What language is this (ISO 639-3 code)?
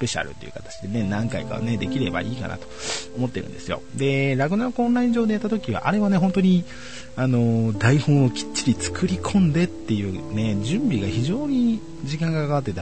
jpn